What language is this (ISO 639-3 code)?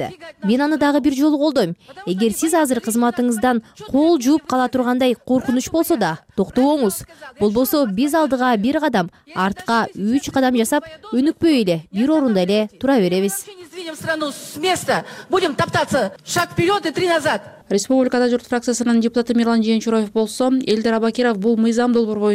kir